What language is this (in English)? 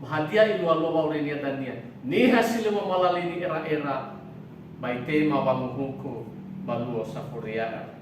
Nias